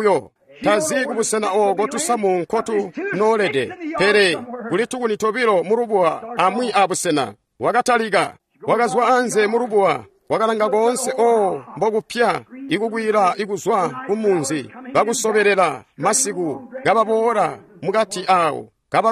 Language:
Tonga (Zambia)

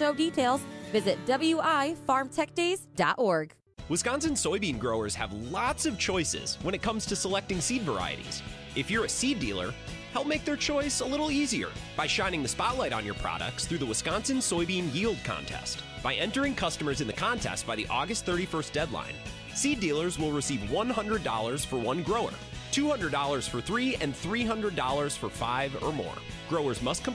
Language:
English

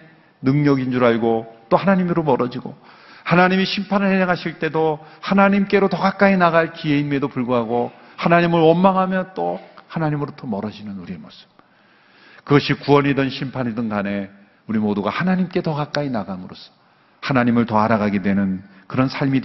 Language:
Korean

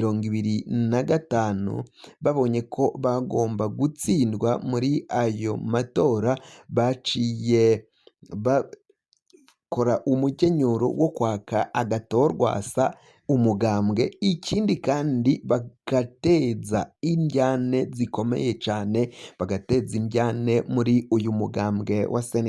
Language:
Rundi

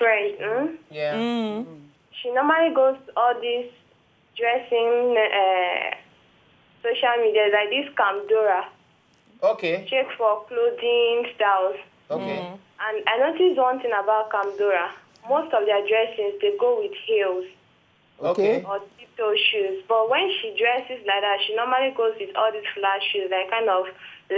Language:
Nigerian Pidgin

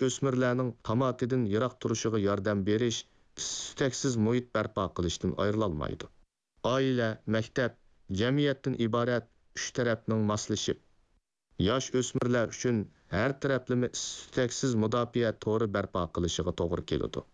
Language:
Uyghur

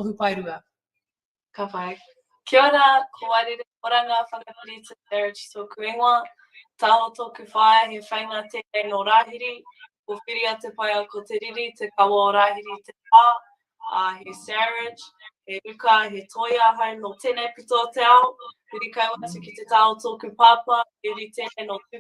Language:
Māori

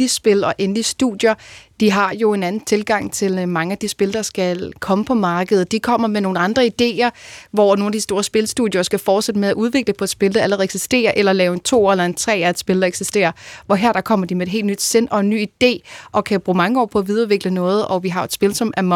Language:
Danish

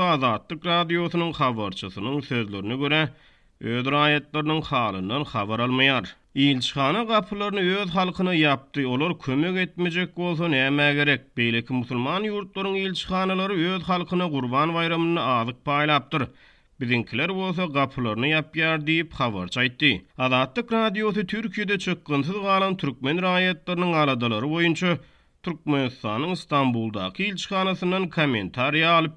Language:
Turkmen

